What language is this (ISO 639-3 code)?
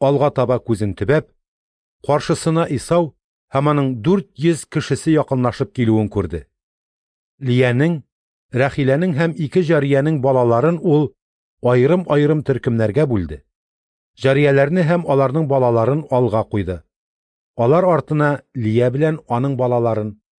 tat